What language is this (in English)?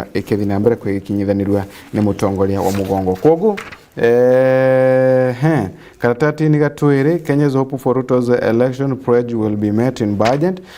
Meru